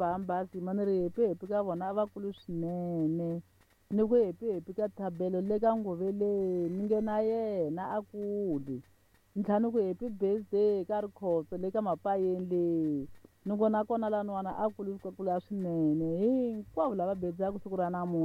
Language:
Tsonga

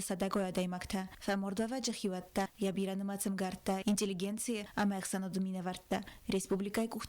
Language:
Ossetic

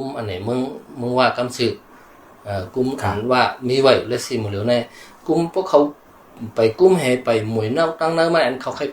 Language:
Shan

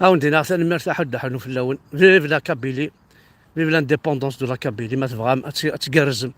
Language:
Kabyle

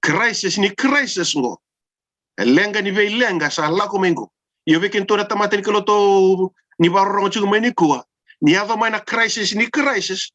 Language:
Fijian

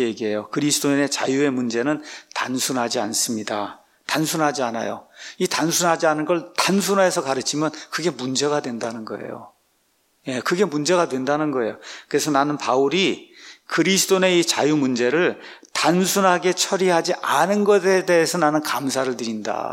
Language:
Korean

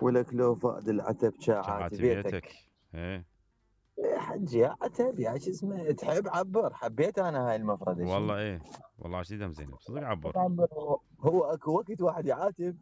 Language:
Mesopotamian Arabic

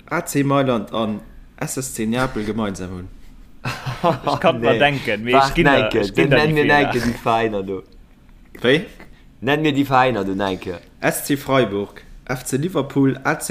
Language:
Luxembourgish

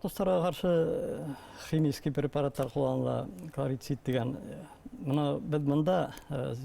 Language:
Bashkir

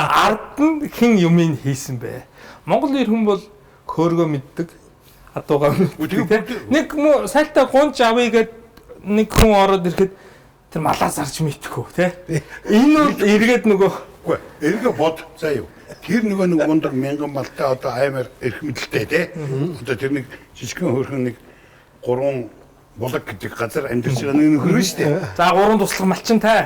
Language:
Mongolian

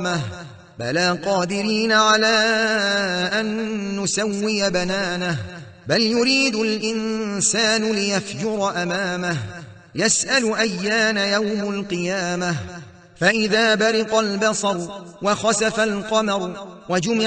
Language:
Arabic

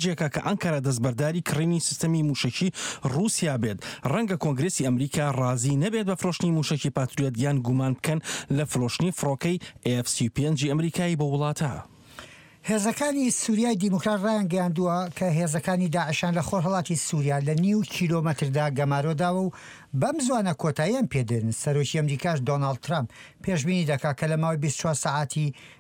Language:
Central Kurdish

